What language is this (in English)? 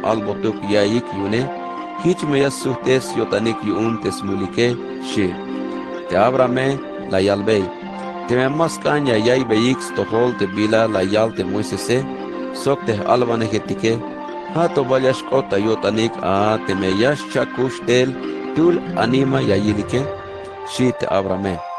Tzeltal